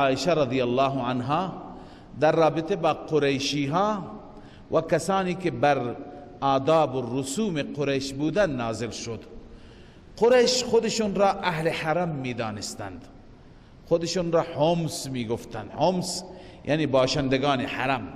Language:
Persian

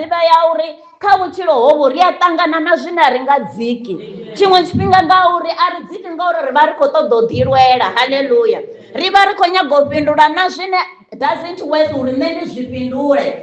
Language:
Venda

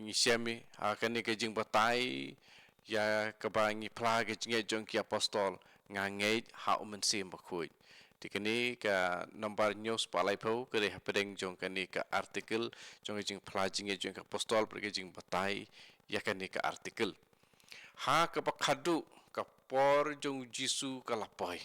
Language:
Khasi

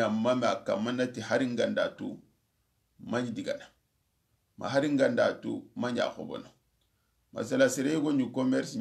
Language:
Soninke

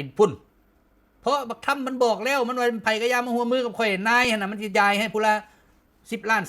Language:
Lao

